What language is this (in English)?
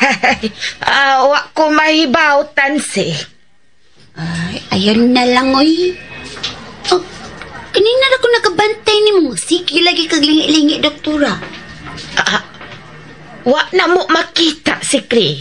Cebuano